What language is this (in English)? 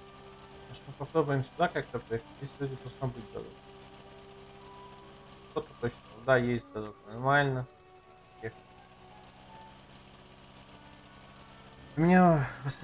Russian